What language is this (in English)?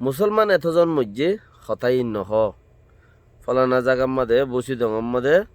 Rohingya